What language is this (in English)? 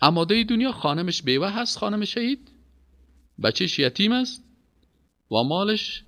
Persian